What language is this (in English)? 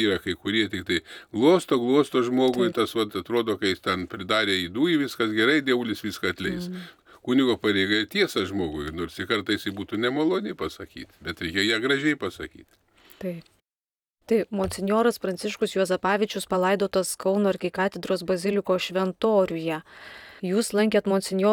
Lithuanian